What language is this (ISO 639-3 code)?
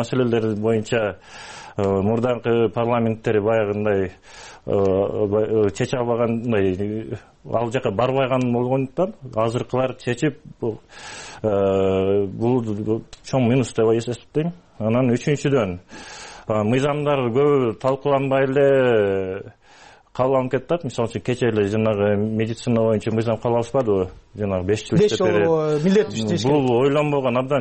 kir